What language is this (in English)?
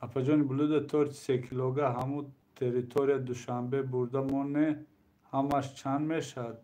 Tajik